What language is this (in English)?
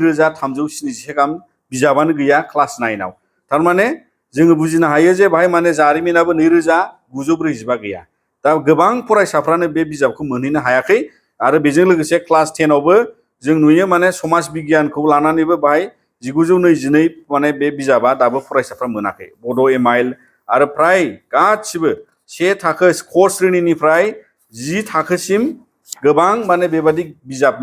Bodo